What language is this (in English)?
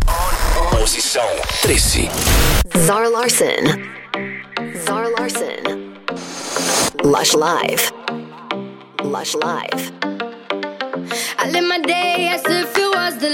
Portuguese